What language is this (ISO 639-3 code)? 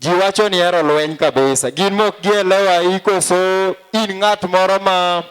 luo